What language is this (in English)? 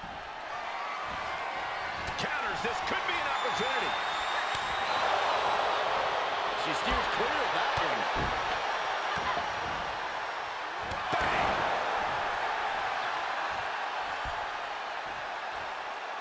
English